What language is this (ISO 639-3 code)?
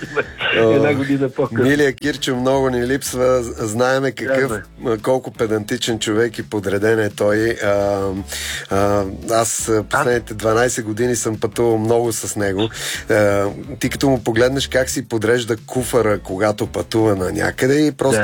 bul